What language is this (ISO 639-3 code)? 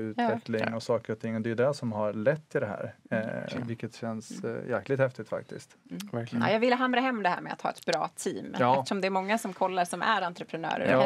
swe